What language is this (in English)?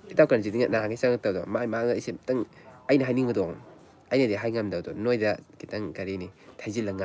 Manipuri